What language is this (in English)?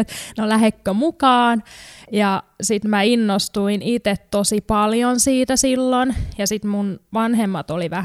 Finnish